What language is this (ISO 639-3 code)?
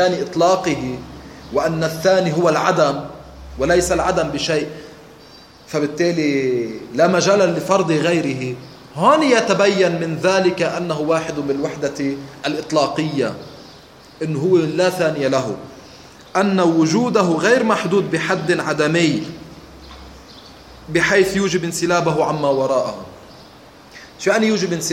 ara